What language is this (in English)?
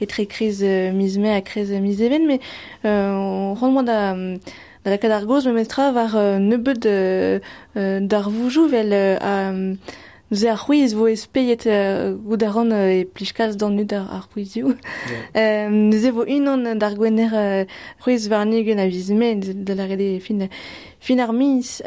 Breton